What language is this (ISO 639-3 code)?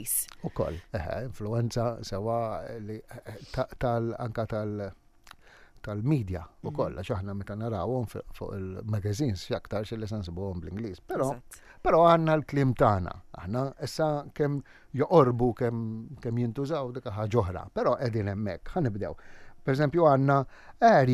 mlt